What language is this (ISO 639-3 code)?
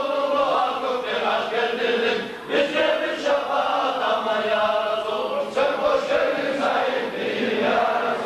kum